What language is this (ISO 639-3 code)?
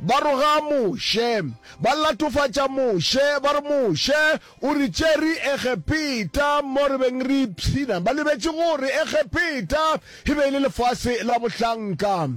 nso